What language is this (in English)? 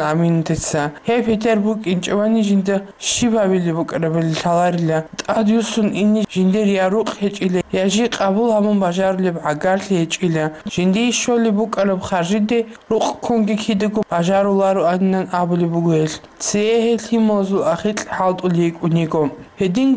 Avaric